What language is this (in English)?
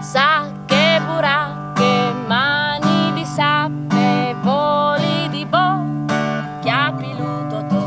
Friulian